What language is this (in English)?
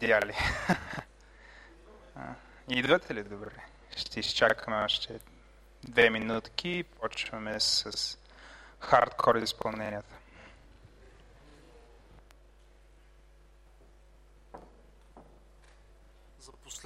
Bulgarian